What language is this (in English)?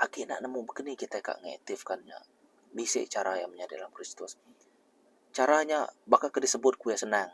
Iban